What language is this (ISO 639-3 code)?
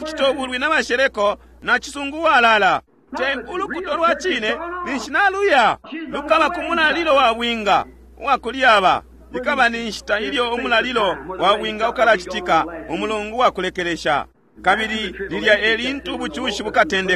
bem